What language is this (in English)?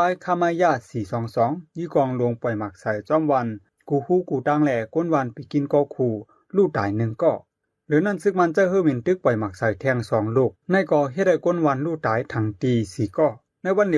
Shan